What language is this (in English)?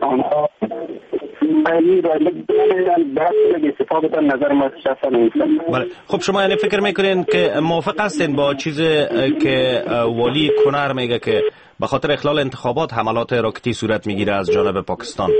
Persian